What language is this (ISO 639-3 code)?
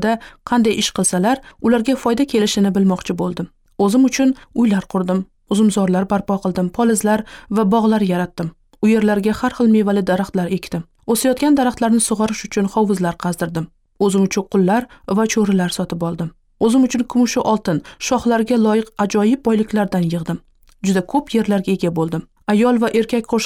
uzb